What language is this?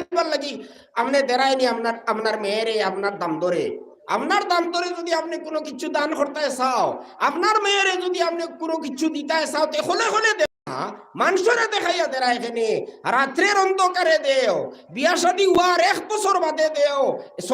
Sylheti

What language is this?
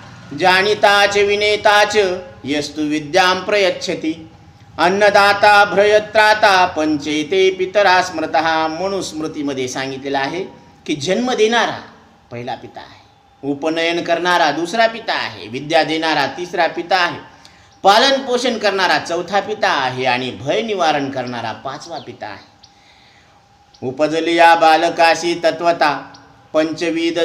Marathi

